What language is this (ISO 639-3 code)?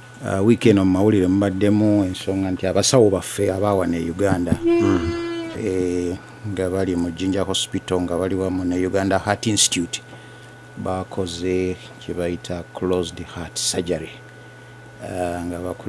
lug